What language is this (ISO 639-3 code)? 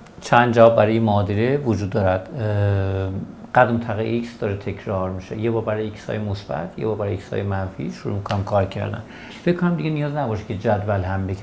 fas